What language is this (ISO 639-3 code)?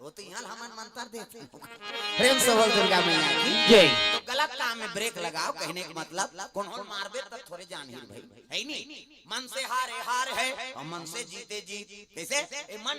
hne